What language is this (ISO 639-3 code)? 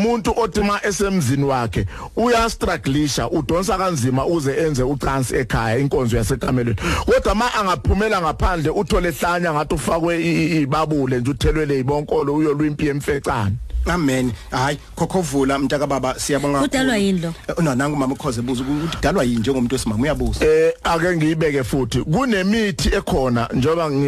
zul